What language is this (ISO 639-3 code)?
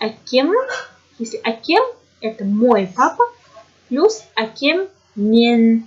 kaz